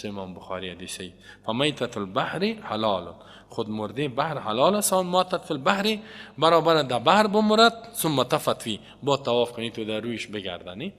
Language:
Persian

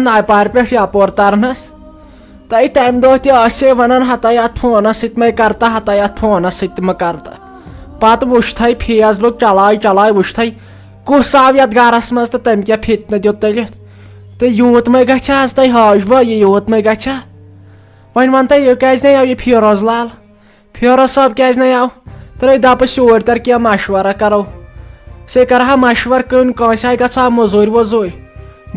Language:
Kashmiri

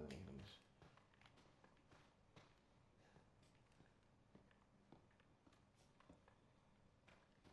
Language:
Greek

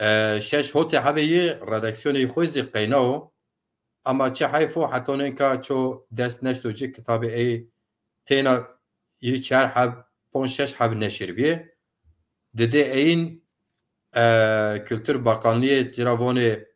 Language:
Zaza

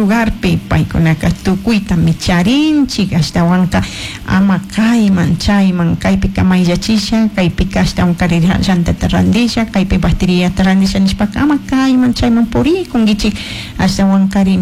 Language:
Chimborazo Highland Quichua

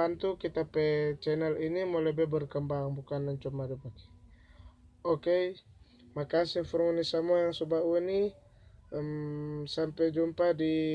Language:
Manado Malay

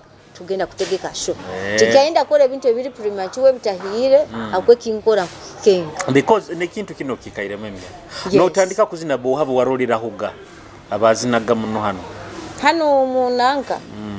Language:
Nyoro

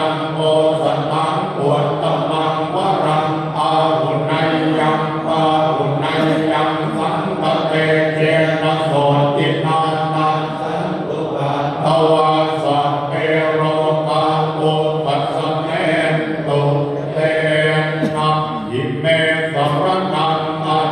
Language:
Pali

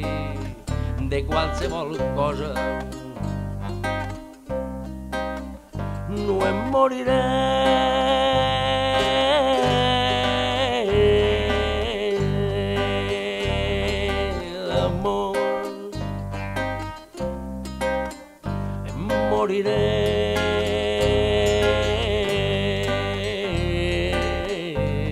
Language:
Catalan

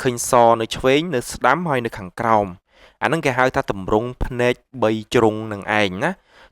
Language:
Khmer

